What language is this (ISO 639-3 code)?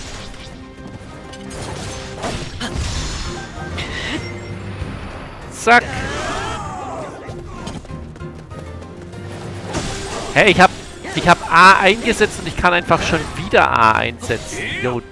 deu